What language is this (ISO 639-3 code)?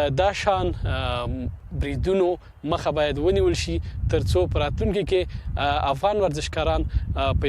pus